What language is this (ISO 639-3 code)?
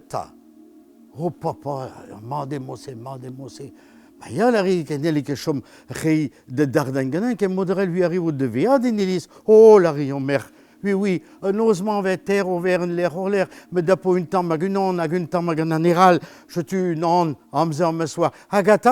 bre